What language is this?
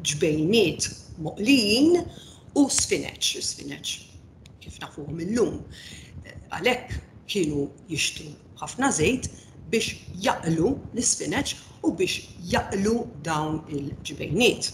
Maltese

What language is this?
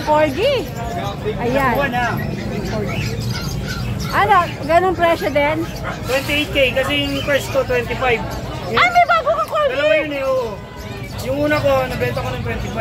Filipino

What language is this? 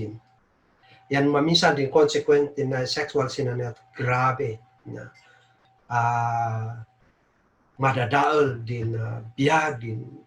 Kankanaey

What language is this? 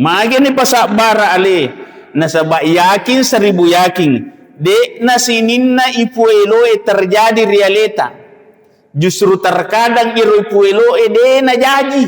Buginese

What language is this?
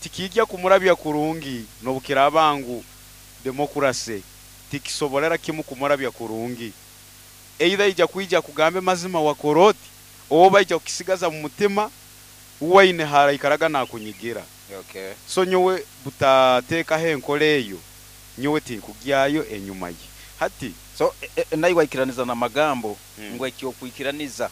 Nyoro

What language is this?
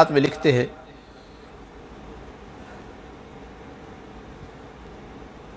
Urdu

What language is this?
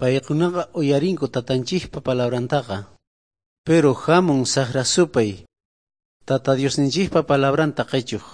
South Bolivian Quechua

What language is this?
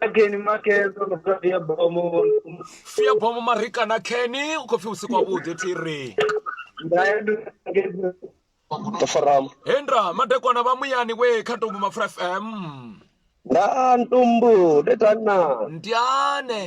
Venda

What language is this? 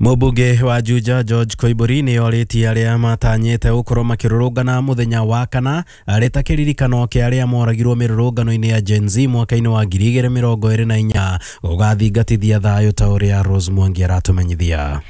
Kikuyu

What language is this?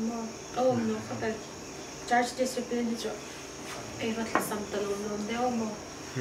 Hmar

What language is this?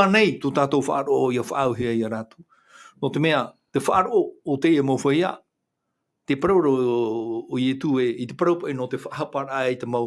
Tahitian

